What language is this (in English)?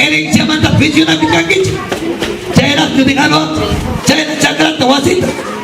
Ayacucho Quechua